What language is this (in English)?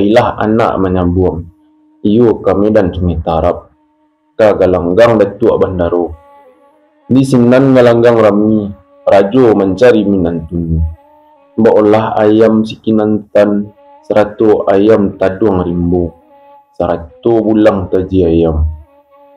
Minangkabau